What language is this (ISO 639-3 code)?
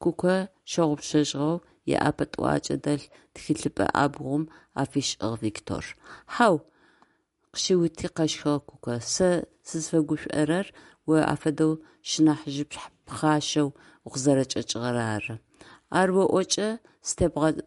ady